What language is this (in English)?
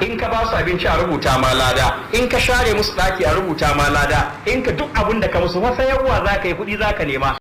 Hausa